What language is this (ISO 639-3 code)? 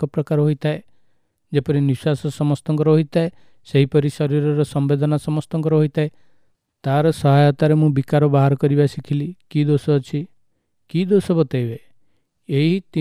ori